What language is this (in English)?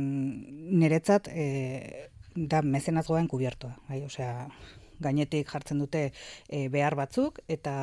Basque